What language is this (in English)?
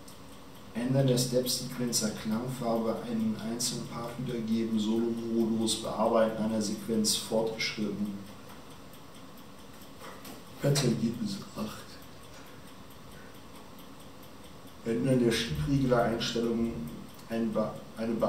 German